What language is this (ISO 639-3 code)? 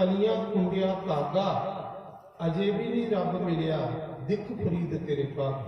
doi